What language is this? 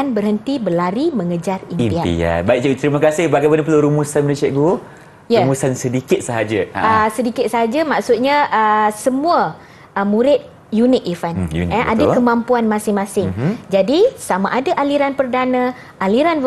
Malay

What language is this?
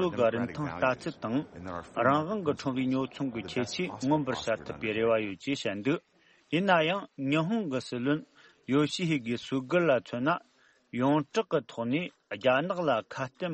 Tibetan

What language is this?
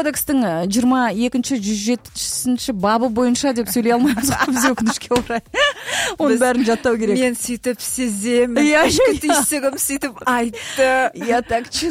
Kazakh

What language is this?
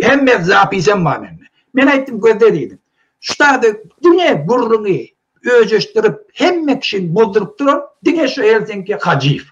Turkmen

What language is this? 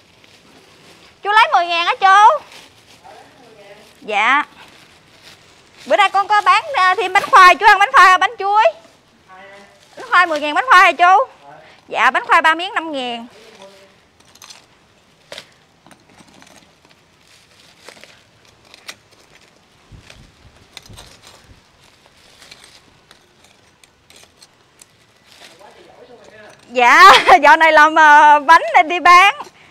Vietnamese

